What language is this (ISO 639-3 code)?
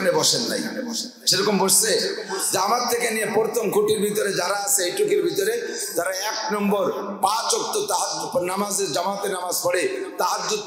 ben